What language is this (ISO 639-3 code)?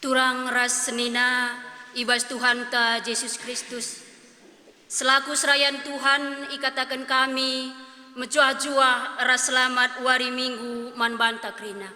btx